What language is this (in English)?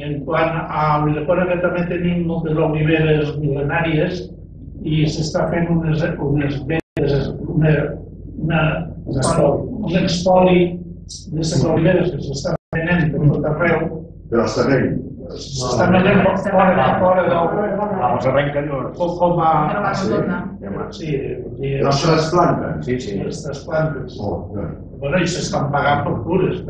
Catalan